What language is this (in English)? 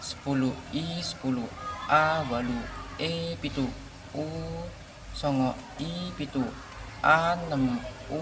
Javanese